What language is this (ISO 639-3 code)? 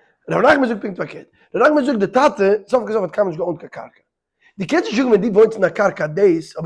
yid